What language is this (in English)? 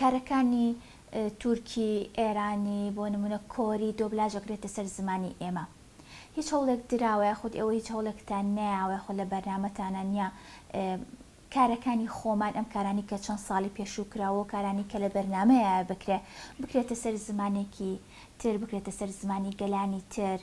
Central Kurdish